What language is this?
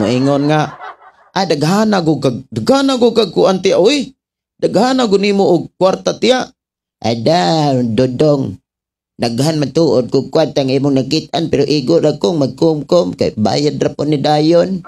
Cebuano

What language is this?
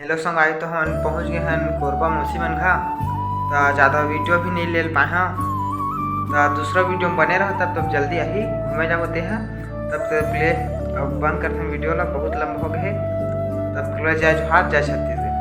Chhattisgarhi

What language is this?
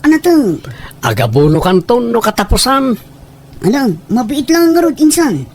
Iloko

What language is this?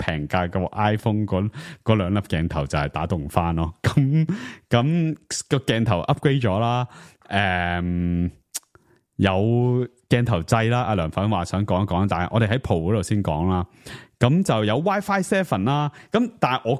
Cantonese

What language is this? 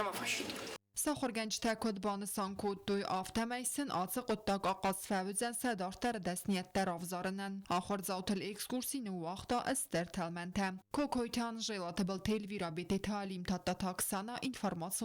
Ossetic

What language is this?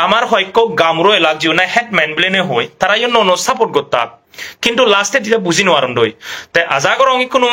Chakma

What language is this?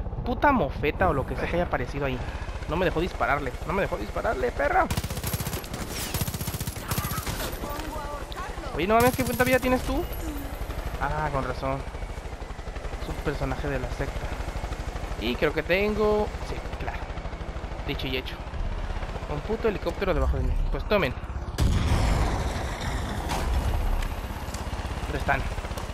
Spanish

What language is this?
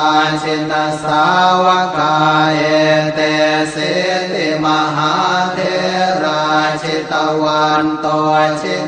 Pali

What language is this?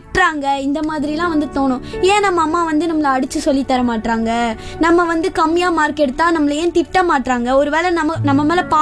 Tamil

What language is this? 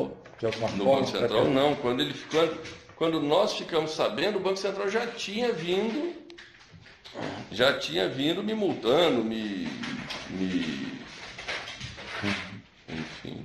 Portuguese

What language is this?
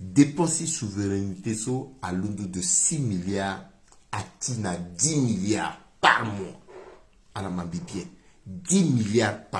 Sango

